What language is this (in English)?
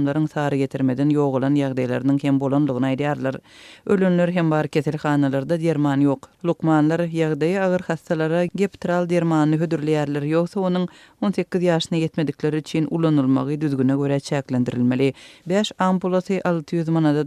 Turkmen